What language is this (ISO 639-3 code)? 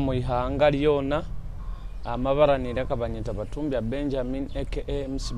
nyo